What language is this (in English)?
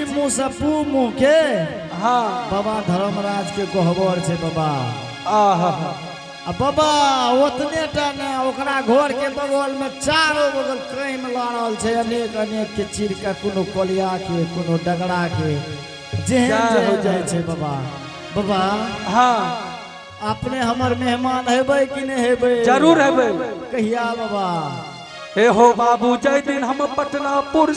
Angika